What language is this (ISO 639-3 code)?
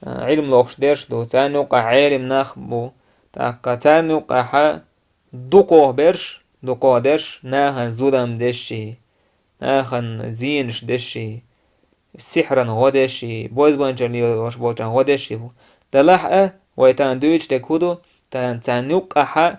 che